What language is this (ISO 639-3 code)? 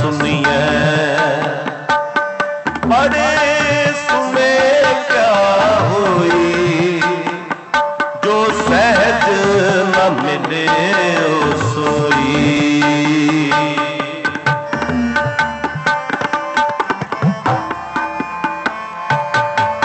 hin